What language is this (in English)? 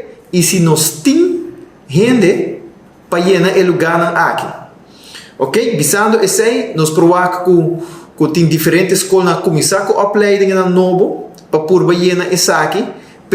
Papiamento